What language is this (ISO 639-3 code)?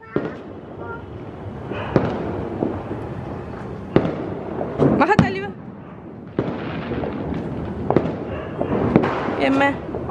tam